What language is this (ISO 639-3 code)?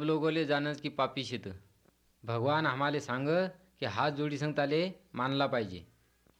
mar